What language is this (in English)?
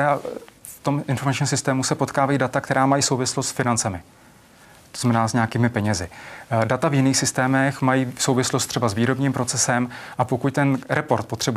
Czech